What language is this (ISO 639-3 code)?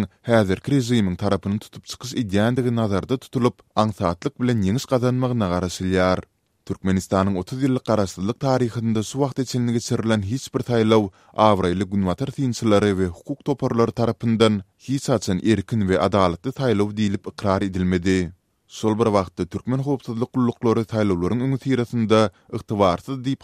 tuk